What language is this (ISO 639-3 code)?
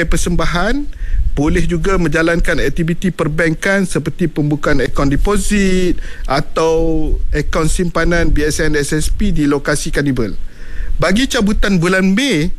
msa